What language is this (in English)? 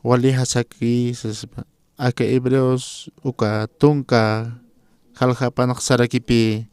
Aymara